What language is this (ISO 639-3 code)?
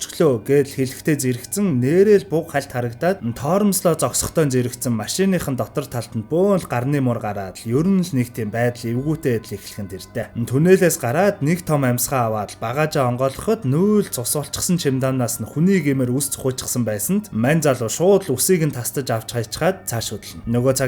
mon